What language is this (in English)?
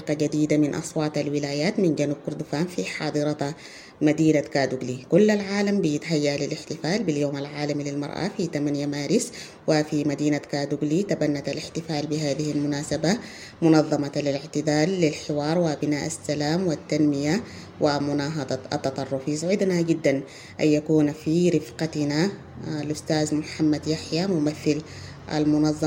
Sudanese Arabic